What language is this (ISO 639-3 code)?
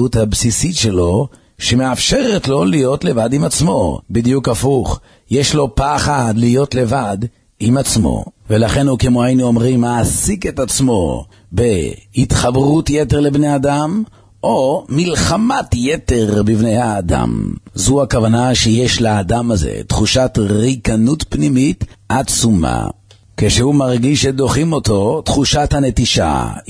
heb